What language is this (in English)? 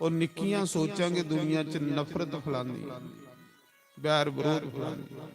Dogri